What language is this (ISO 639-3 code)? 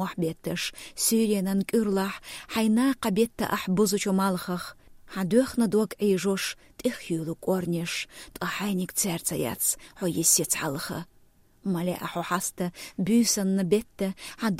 che